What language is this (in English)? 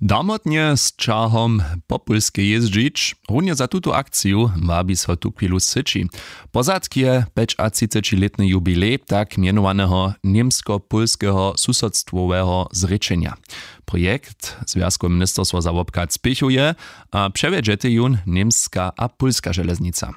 Upper Sorbian